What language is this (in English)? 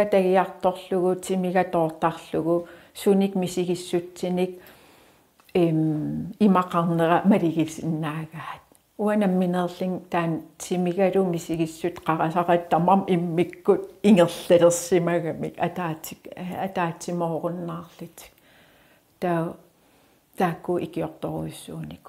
Kalaallisut